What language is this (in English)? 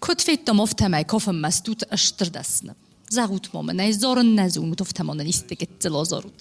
Ossetic